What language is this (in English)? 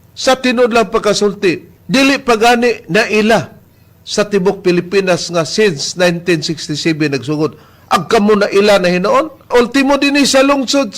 Cebuano